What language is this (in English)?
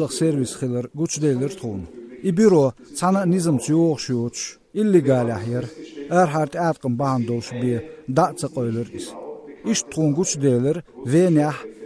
Chechen